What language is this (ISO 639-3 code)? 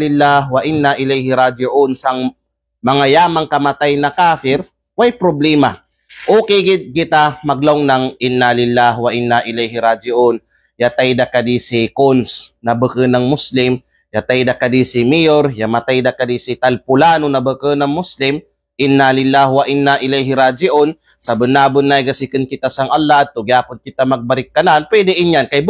kqe